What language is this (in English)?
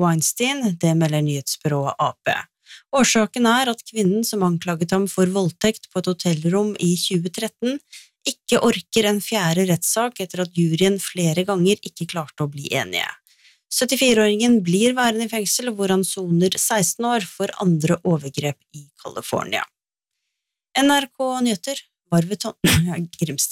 Norwegian